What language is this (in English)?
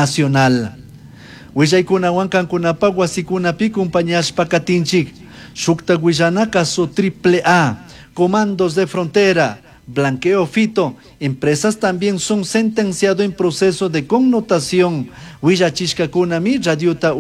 Chimborazo Highland Quichua